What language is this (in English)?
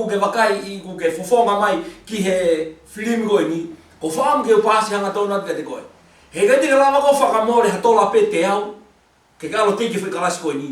Tongan